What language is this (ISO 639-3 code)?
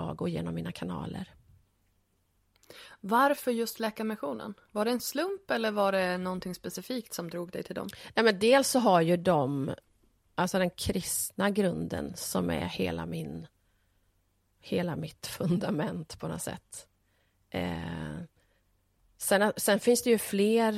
swe